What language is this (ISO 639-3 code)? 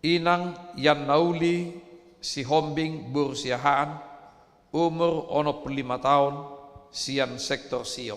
bbc